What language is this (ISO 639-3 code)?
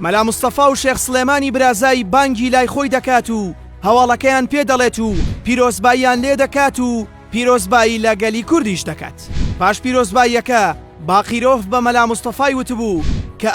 ckb